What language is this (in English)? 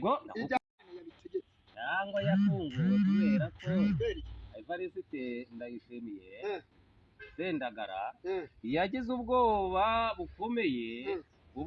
Kinyarwanda